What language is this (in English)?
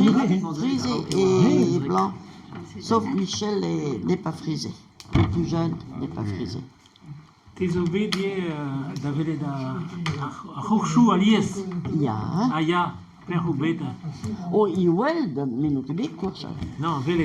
Breton